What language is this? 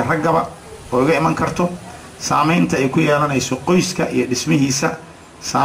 Somali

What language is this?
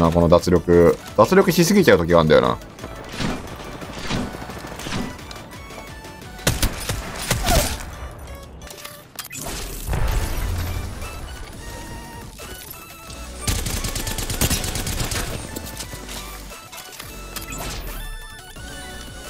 Japanese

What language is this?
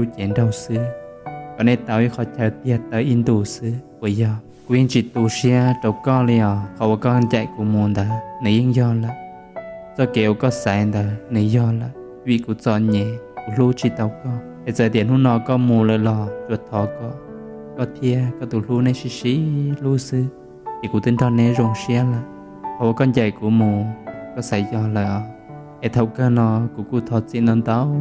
Hmong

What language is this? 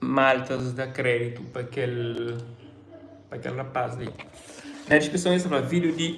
Kabuverdianu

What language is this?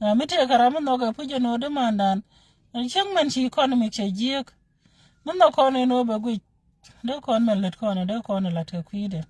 Nuer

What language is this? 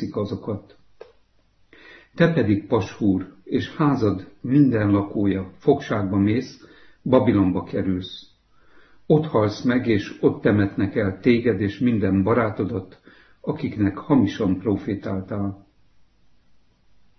Hungarian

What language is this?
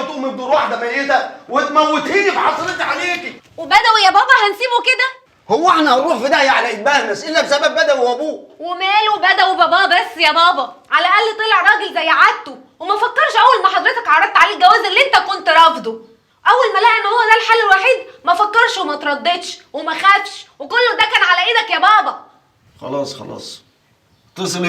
Egyptian Arabic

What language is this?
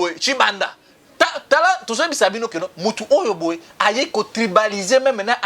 Lingala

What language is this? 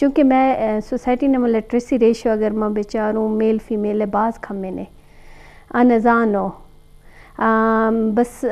Eastern Balochi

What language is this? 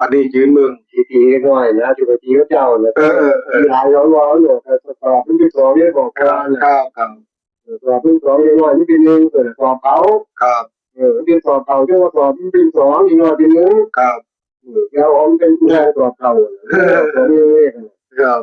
Northeastern Thai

